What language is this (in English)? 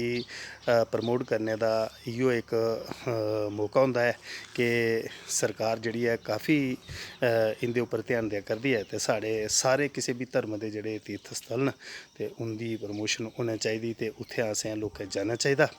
Dogri